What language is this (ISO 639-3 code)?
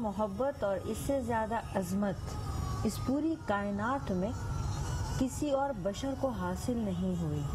urd